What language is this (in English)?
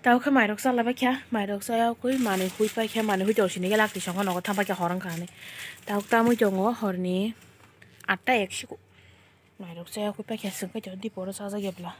Kok Borok